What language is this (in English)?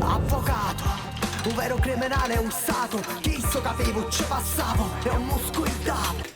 Sicilian